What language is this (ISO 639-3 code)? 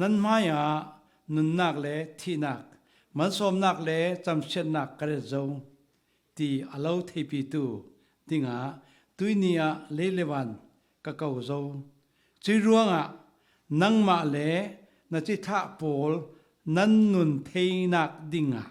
cfm